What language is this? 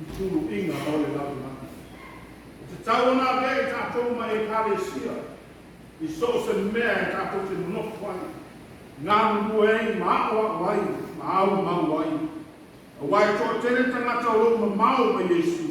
Samoan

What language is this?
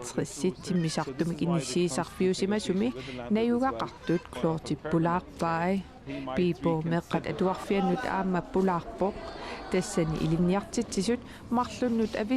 Kalaallisut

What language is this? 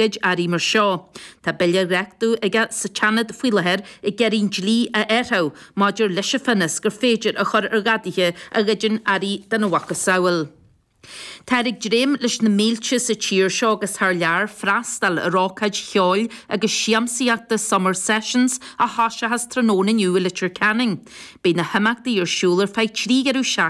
Irish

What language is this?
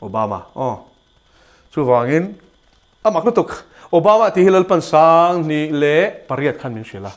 Mizo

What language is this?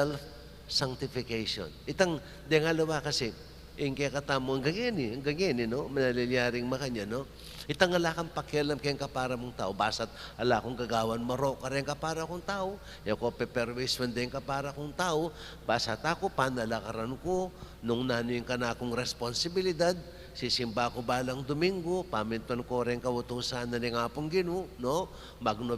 Pampanga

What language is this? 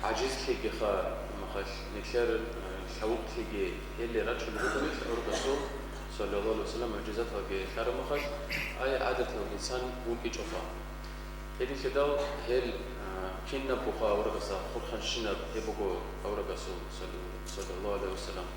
Avaric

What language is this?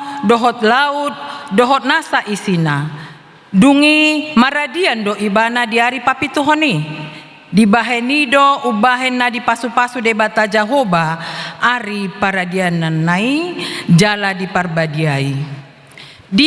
Batak Toba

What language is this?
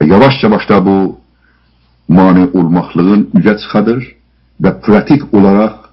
South Azerbaijani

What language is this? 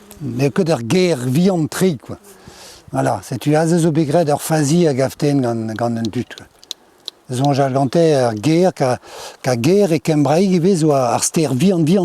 Breton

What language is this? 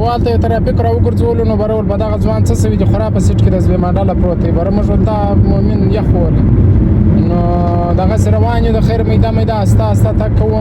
Pashto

